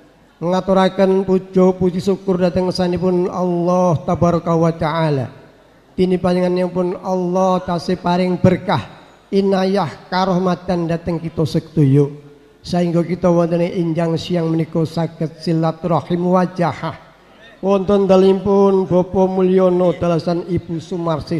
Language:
Javanese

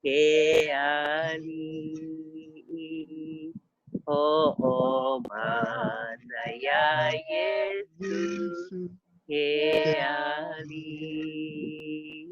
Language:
Hawaiian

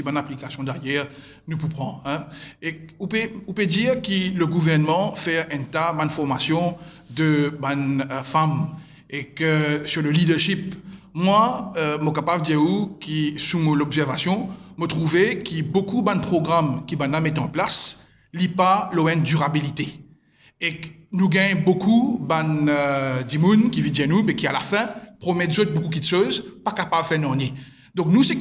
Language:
Morisyen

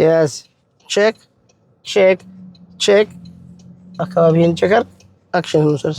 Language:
Amharic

